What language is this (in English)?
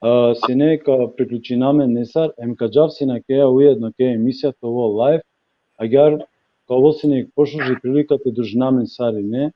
Balkan Romani